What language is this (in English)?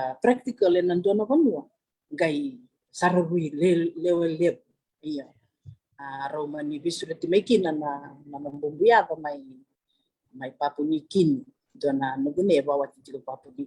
Fijian